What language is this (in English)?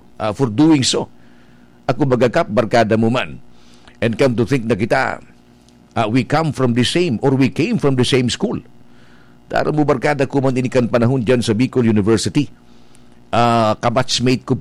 Bikol